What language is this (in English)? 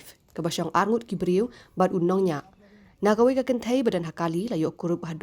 Khasi